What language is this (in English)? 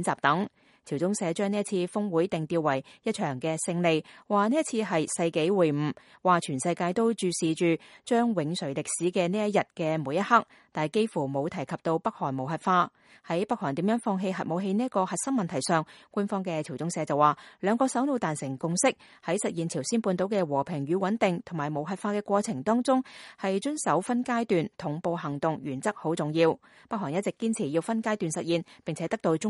Cantonese